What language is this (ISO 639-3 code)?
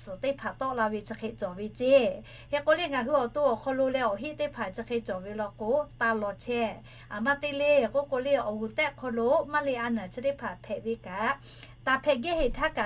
lhu